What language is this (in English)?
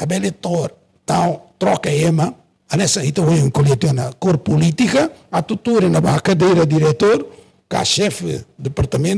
Tetum